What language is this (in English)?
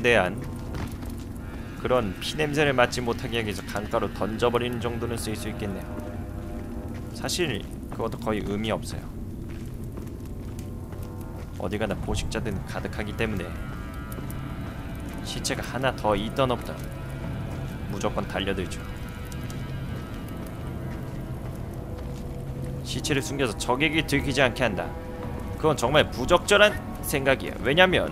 Korean